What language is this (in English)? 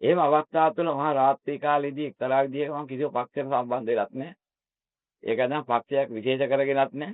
Sinhala